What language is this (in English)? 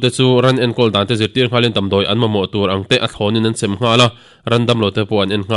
Mizo